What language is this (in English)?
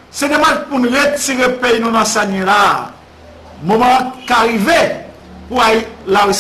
Haitian Creole